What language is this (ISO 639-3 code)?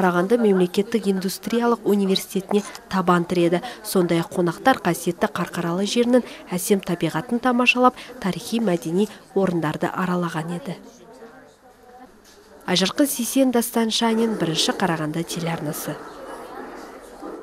kaz